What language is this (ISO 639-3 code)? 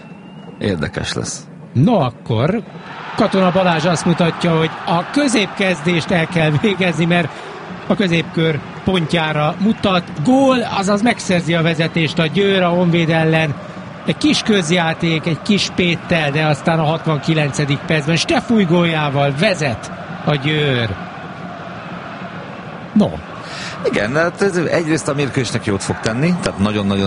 hun